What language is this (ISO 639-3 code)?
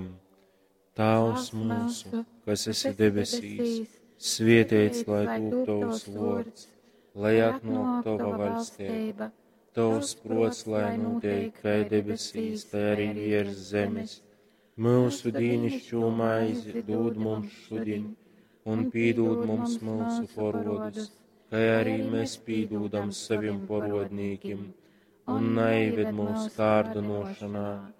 ltg